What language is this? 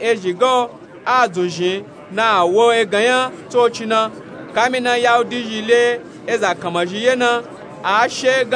Nupe-Nupe-Tako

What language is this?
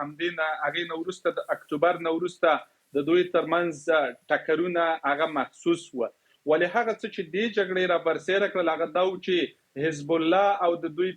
Pashto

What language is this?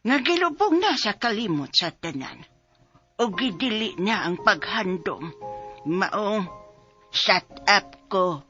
Cebuano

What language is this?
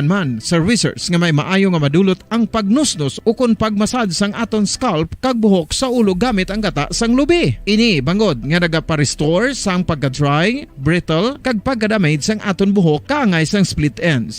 Hiligaynon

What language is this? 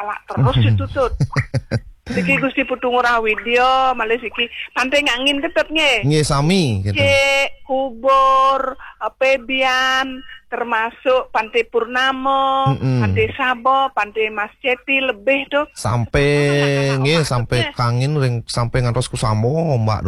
Balinese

